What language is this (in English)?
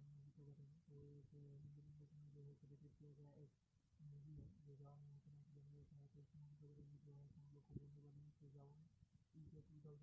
Hindi